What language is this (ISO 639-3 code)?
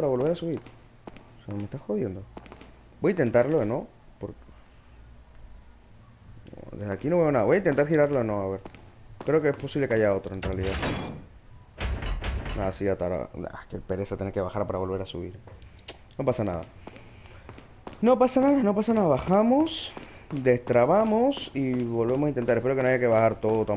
spa